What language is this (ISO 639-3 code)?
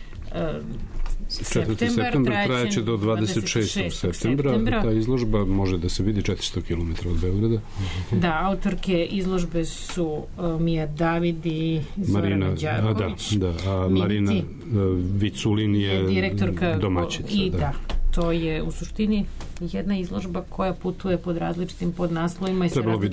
srp